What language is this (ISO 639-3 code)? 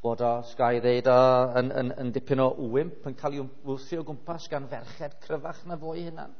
cym